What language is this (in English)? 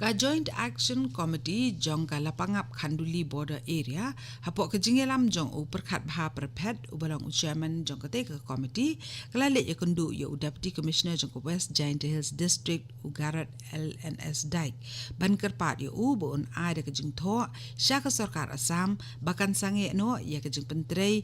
Khasi